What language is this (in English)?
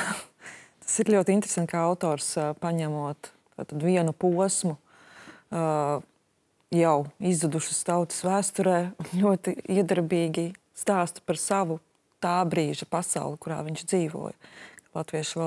Latvian